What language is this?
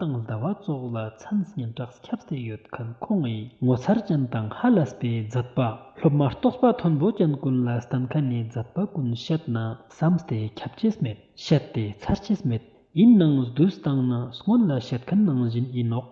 Ladakhi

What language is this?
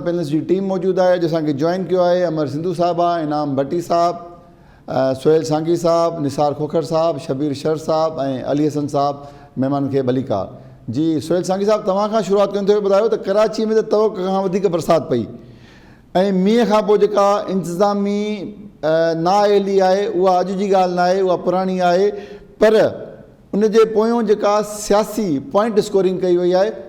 Sindhi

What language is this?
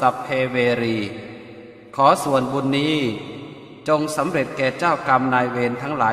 Pali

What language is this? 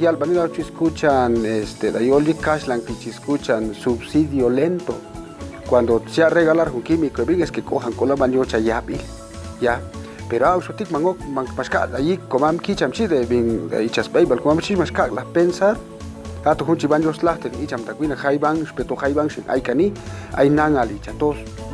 Chuj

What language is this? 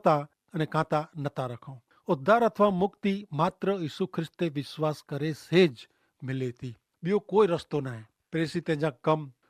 Kachhi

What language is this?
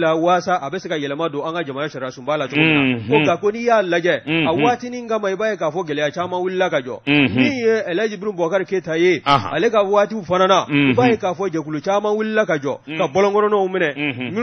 Bambara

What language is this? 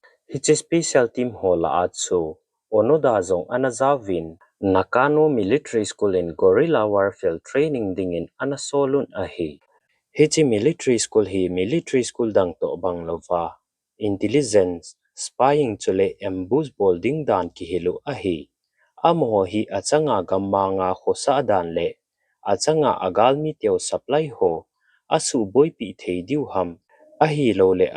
Thado Chin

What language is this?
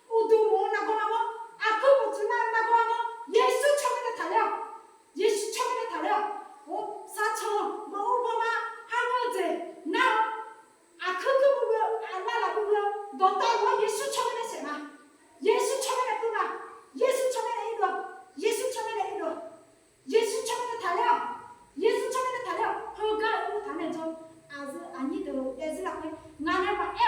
Akha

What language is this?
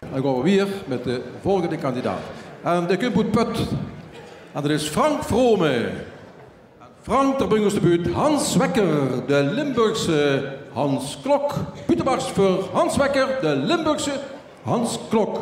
Limburgish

